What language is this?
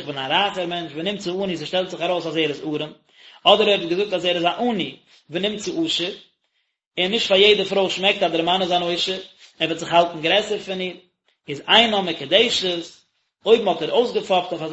Yiddish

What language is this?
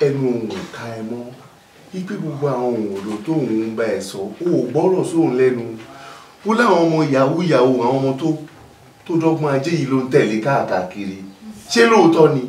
Yoruba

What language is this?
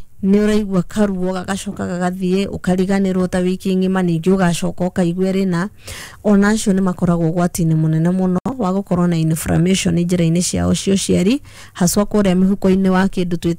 Kikuyu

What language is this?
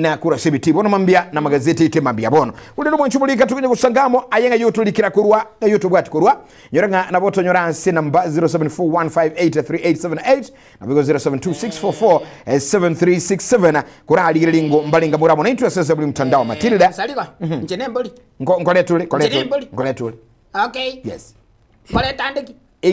Gusii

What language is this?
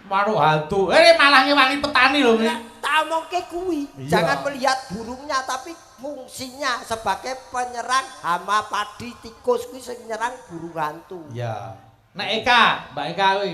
Javanese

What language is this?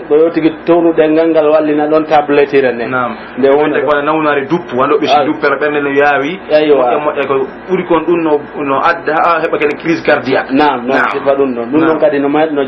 Pular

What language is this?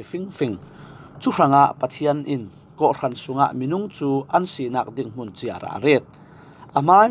Falam Chin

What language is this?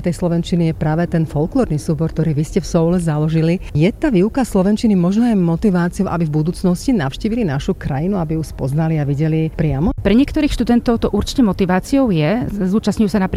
Slovak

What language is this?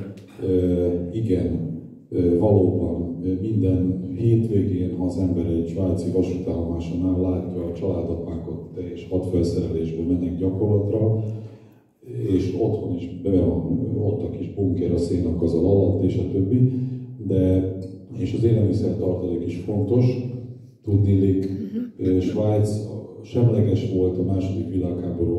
Hungarian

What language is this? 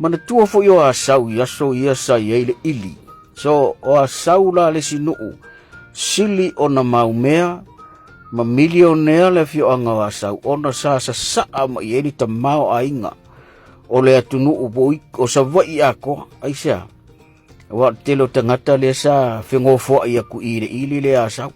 Samoan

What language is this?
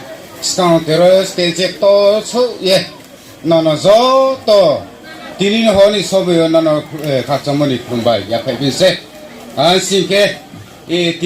Riang (India)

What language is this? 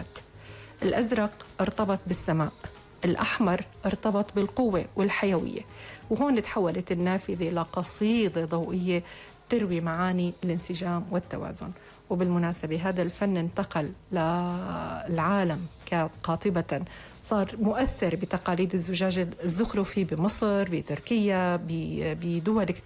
North Levantine Arabic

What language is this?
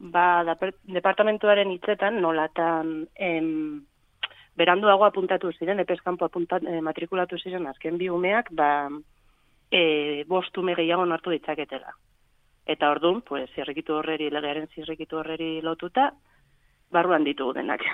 Basque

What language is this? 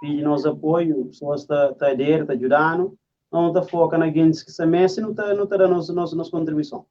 Kabuverdianu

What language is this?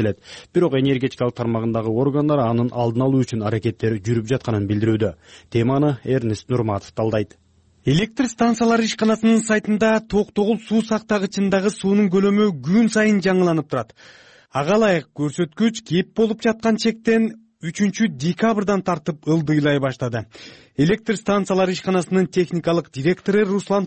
Kyrgyz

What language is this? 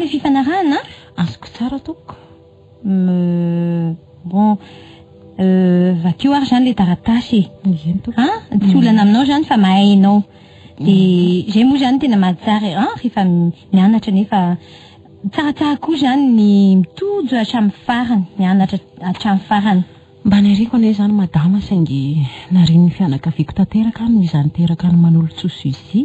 Malagasy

